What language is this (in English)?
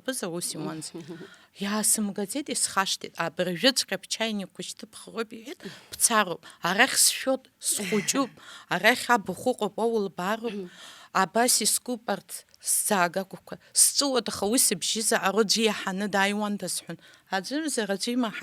Abkhazian